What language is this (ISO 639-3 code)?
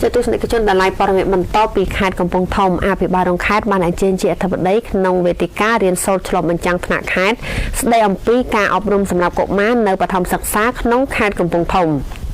khm